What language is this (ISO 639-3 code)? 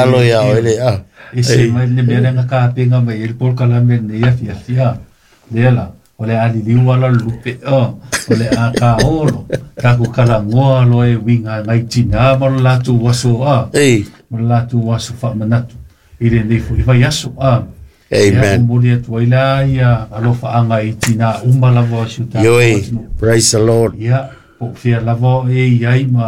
smo